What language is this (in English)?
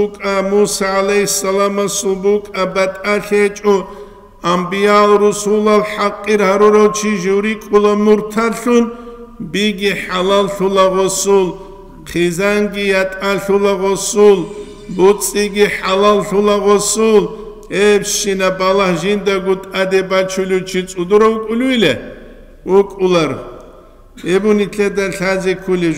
Avaric